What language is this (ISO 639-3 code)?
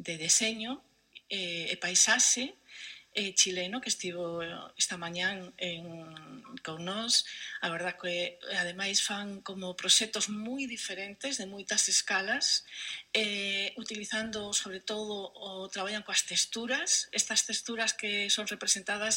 glg